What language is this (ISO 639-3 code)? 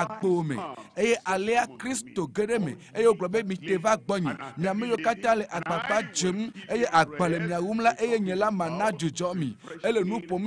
ewe